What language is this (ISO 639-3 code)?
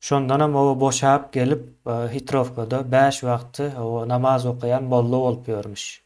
tuk